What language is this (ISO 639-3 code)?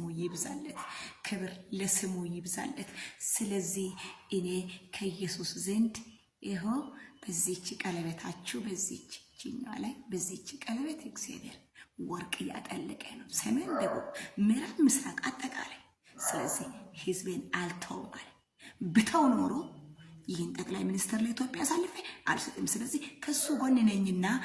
amh